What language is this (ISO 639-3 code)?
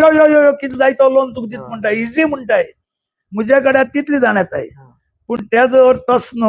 kok